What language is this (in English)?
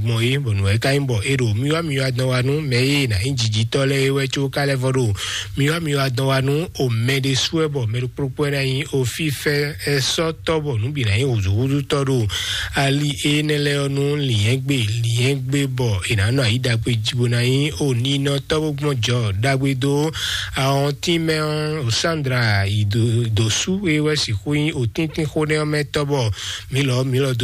Fon